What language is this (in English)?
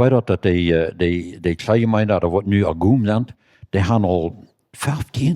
Plautdietsch